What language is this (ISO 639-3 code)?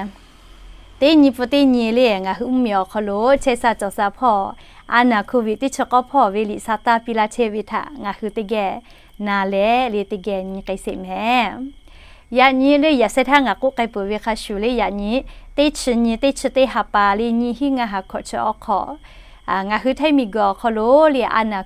lhu